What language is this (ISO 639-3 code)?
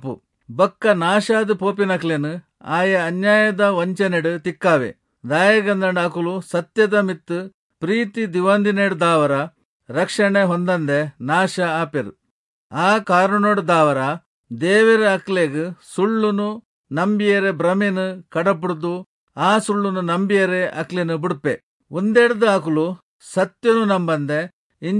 tcy